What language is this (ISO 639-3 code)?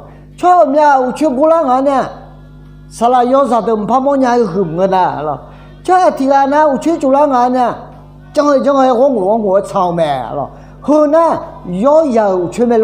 ahk